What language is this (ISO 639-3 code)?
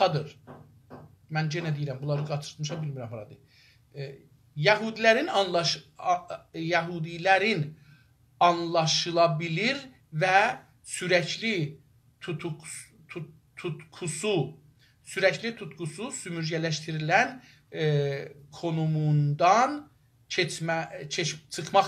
azb